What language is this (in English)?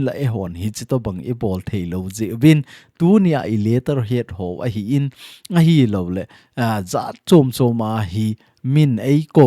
Thado Chin